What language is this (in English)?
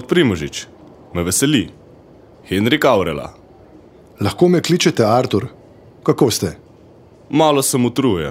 Slovenian